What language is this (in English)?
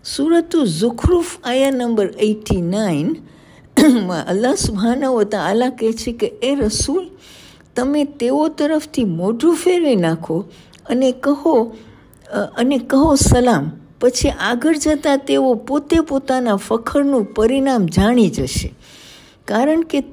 Gujarati